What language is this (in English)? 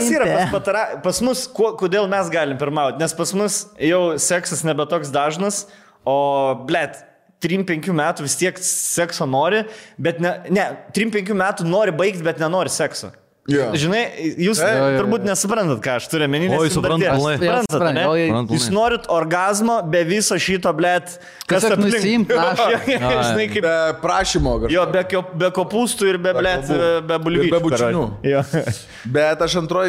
Lithuanian